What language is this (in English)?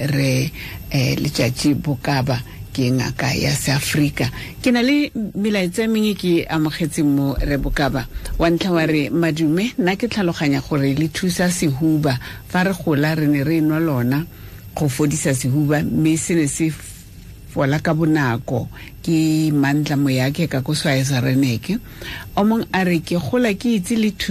Tswana